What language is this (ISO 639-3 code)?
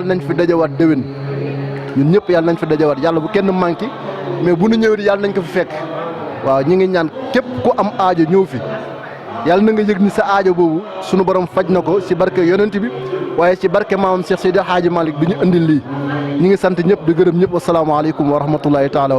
wol